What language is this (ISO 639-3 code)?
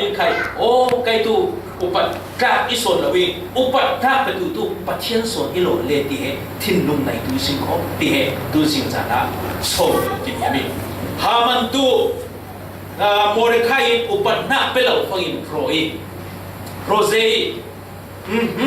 cfm